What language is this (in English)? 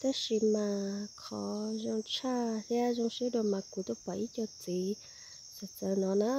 Hmong